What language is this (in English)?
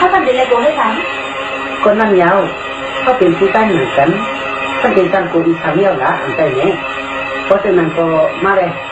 Shan